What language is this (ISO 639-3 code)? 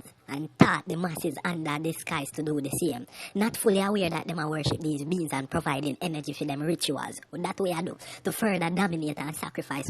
jam